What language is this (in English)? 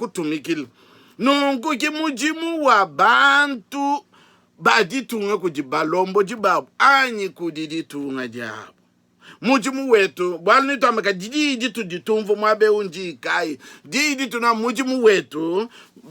Luba-Lulua